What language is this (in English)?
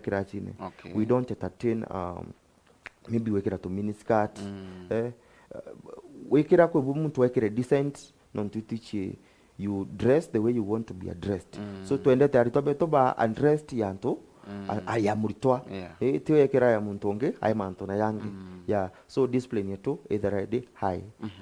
Meru